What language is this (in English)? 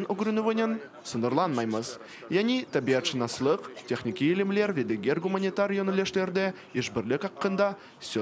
Crimean Tatar